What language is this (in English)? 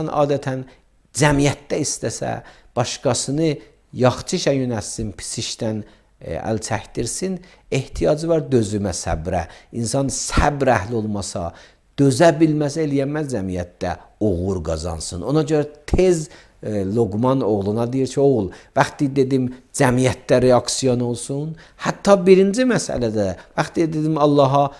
Azerbaijani